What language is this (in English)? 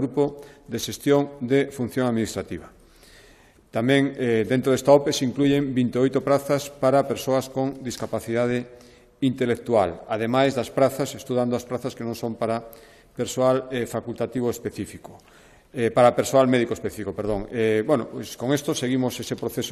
Galician